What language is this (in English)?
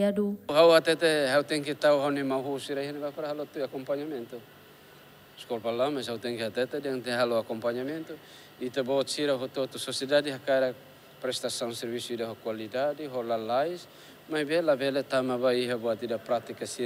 Tetum